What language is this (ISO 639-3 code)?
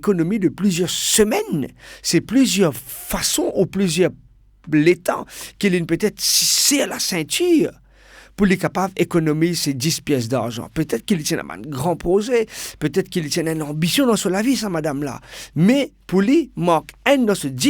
mfe